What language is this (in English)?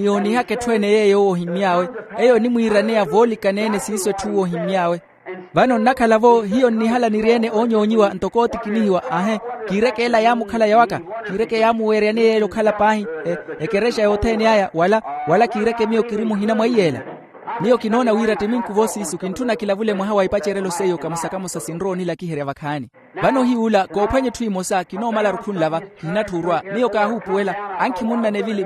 Makhuwa